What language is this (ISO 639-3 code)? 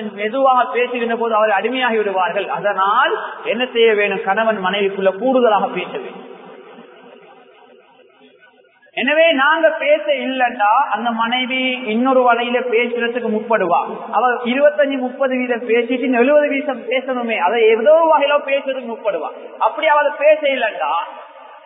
tam